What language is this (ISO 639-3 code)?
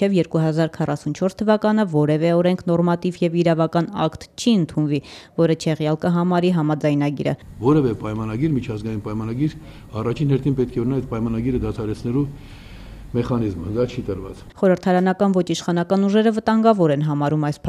hye